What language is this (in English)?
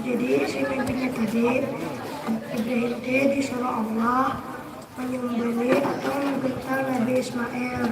Banjar